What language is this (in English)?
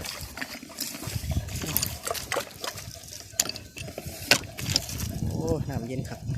Lao